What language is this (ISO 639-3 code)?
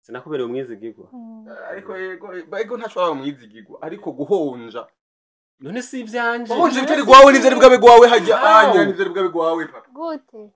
run